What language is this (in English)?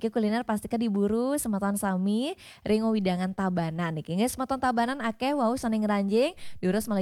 Balinese